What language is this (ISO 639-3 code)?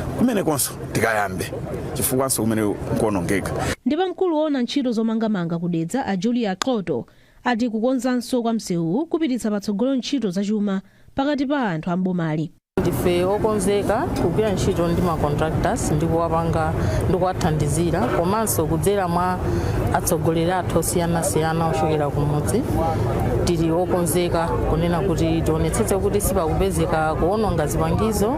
nya